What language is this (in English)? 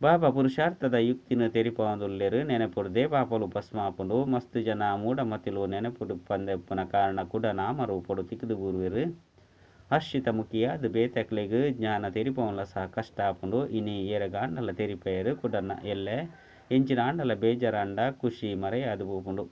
Tulu